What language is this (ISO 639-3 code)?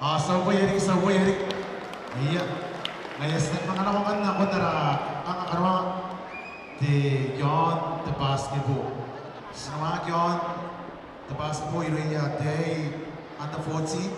gil